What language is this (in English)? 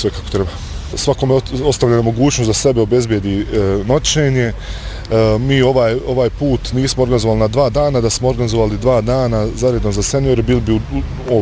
Bosnian